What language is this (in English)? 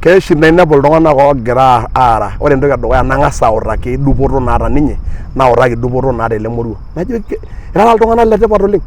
Masai